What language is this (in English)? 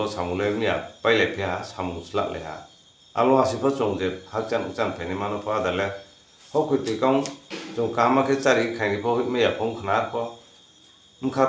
Riang (India)